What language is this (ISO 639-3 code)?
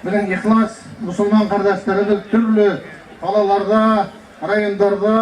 bak